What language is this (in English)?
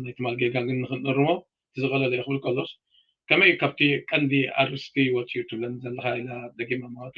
Tigrinya